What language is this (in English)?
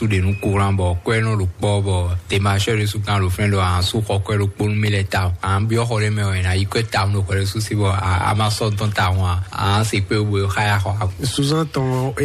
Fon